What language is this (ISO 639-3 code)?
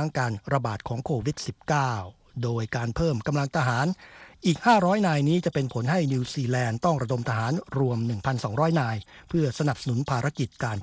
tha